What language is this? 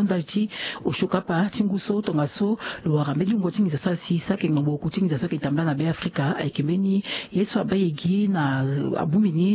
Sango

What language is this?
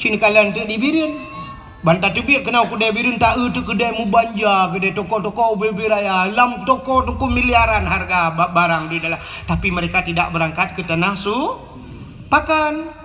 Achinese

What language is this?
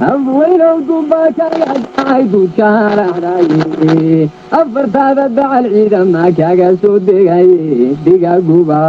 Somali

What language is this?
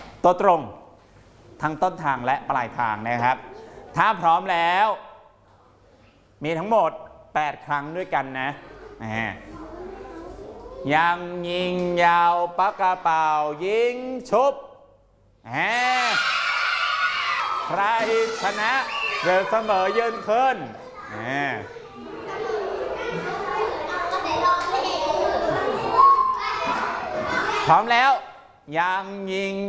Thai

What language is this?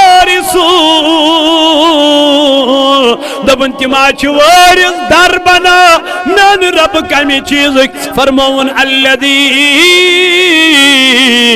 Kashmiri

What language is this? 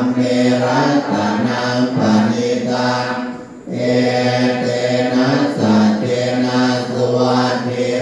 Pali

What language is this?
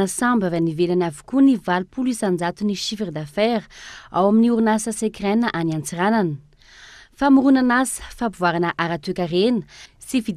Malagasy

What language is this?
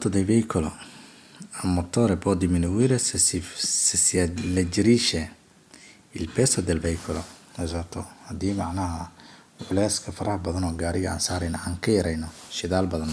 Somali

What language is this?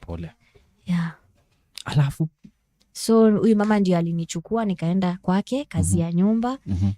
Kamba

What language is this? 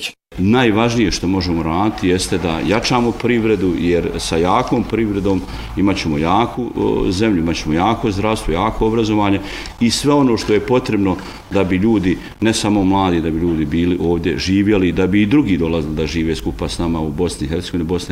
Bosnian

